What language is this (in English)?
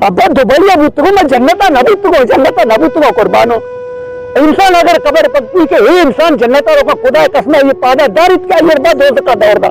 Baluchi